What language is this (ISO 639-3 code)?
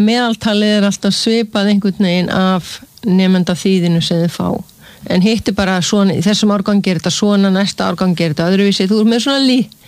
isl